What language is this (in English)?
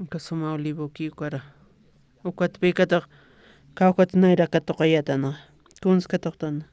Aymara